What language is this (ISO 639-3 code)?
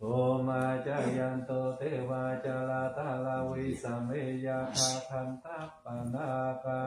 pli